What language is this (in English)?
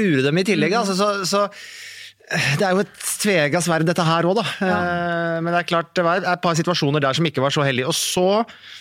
Norwegian